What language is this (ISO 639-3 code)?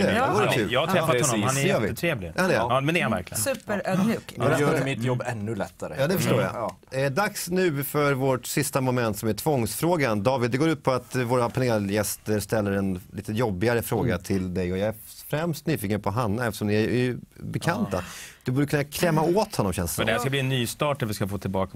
swe